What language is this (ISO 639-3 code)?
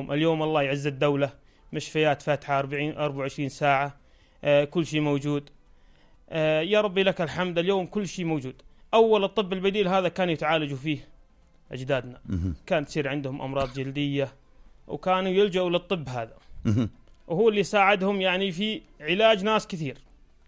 apc